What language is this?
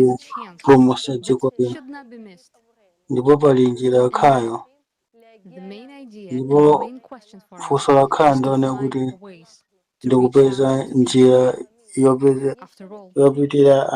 Nyanja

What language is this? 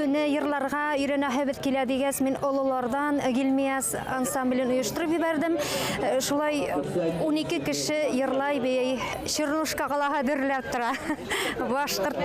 Bashkir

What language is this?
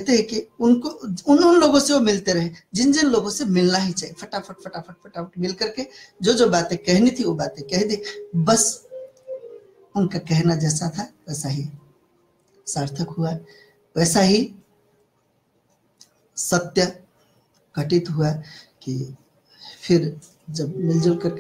Hindi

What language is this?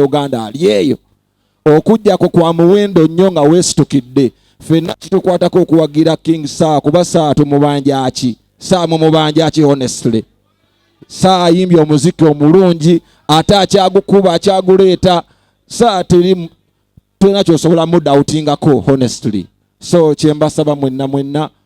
Ganda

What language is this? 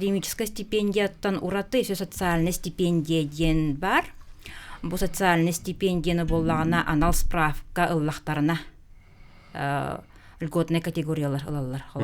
Yakut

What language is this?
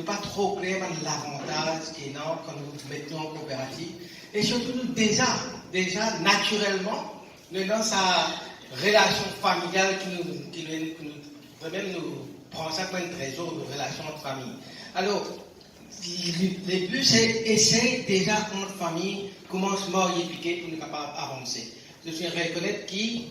Morisyen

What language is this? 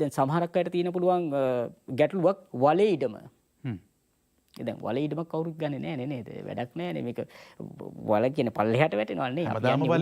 Sinhala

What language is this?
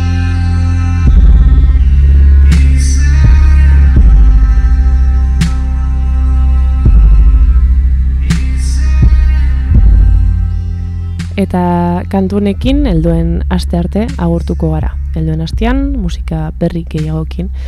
Basque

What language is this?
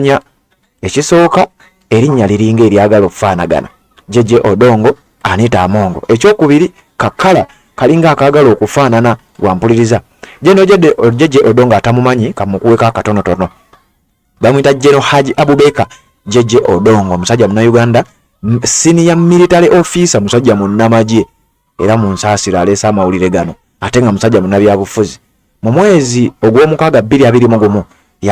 Ganda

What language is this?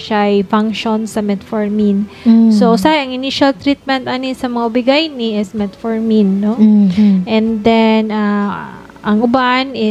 Cebuano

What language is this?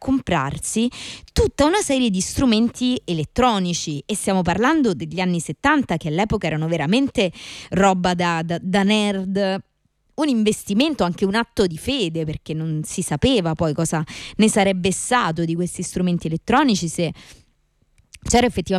Italian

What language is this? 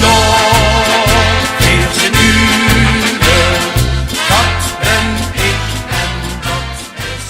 Limburgish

